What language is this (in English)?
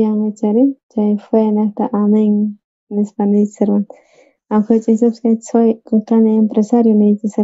South Bolivian Quechua